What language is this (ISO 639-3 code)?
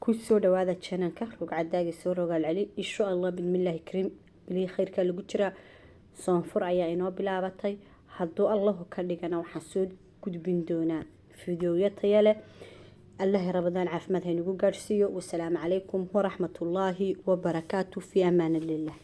som